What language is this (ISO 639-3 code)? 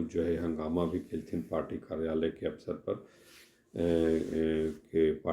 mag